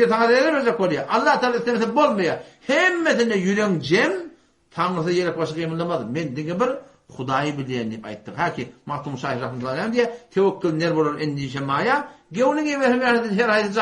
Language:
Turkmen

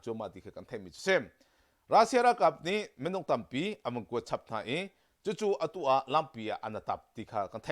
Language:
Hakha Chin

